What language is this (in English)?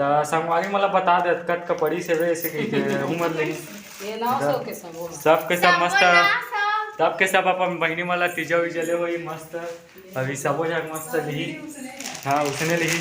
Chhattisgarhi